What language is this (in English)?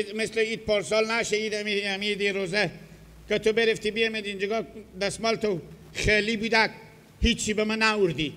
Persian